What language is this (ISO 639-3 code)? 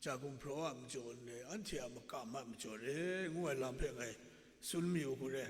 kac